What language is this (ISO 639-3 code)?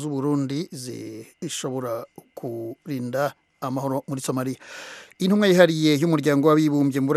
kin